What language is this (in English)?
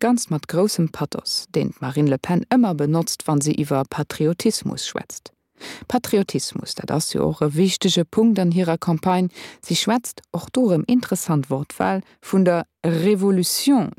Luxembourgish